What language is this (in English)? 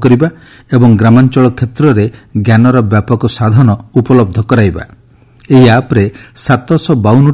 Odia